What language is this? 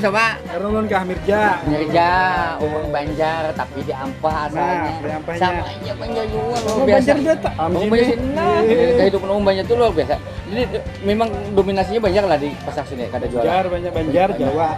Banjar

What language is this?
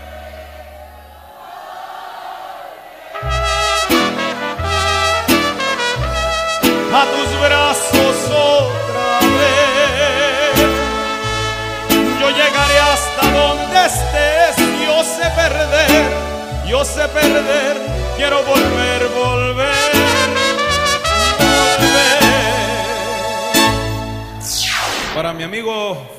Spanish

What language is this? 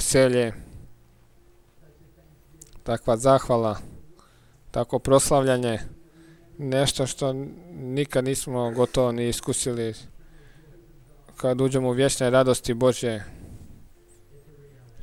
Croatian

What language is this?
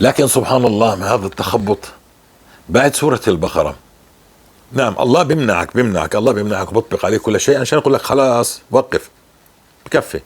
North Levantine Arabic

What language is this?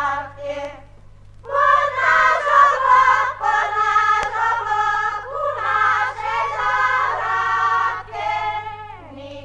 Slovak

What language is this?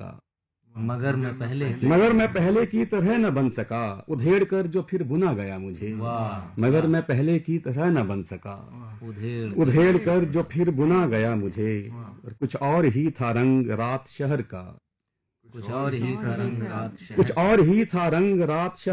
Urdu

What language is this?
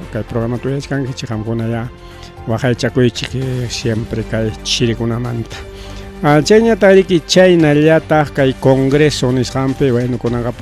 Ayacucho Quechua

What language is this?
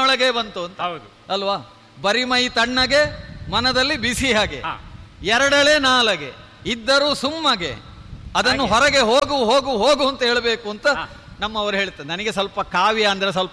Kannada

